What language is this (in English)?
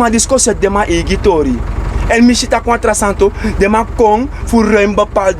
Sranan Tongo